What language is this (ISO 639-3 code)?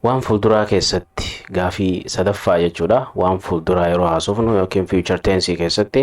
orm